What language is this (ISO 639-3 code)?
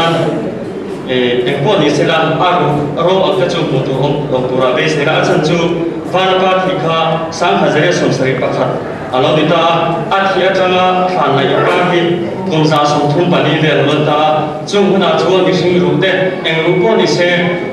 lus